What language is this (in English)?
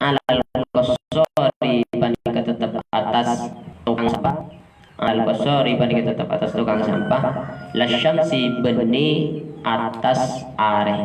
Madurese